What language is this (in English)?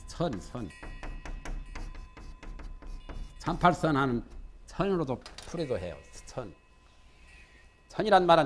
Korean